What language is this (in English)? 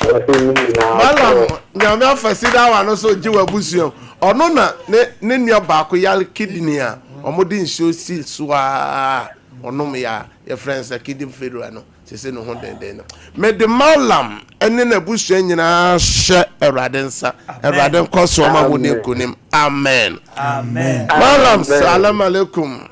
Akan